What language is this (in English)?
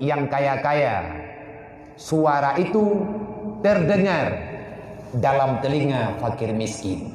Achinese